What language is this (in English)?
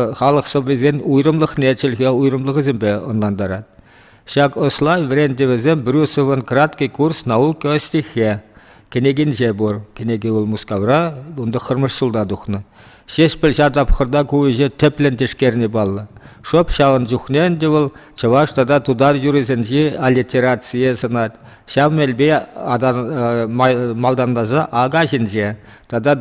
Chuvash